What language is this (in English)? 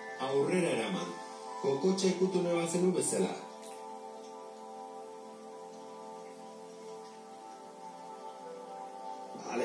Basque